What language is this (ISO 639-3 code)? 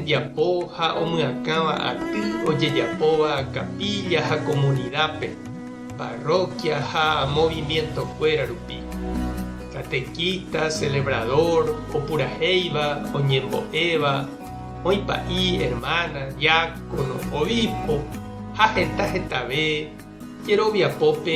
grn